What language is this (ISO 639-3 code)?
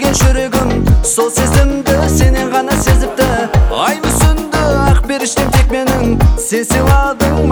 kaz